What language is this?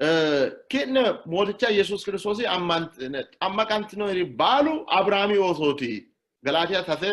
Sidamo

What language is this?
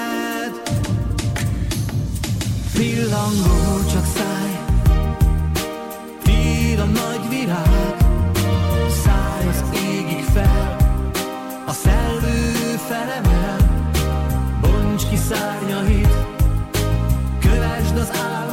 Hungarian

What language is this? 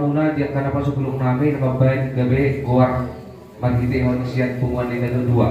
Batak Toba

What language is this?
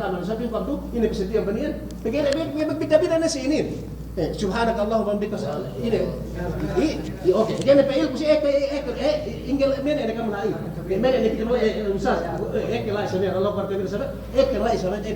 Yakan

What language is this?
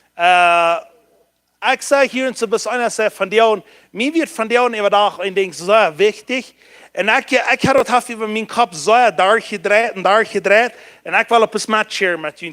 Plautdietsch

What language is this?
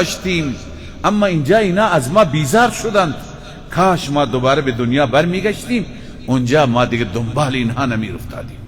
Persian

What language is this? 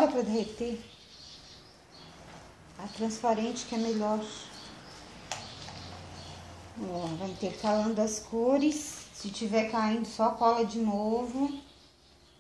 Portuguese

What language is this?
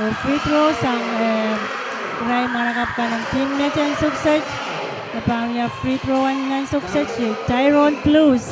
Pohnpeian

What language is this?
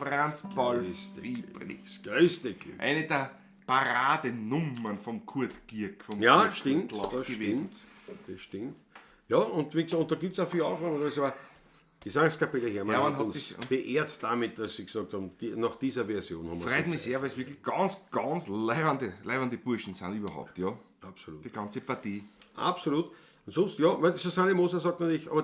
Bavarian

